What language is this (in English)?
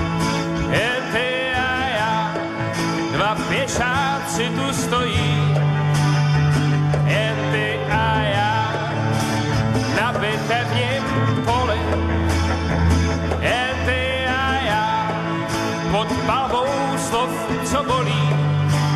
Czech